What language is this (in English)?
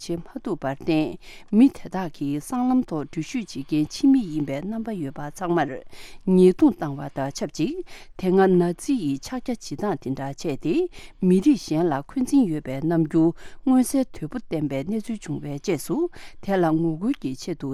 Tibetan